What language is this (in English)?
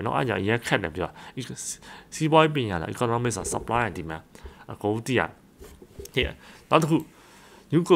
Burmese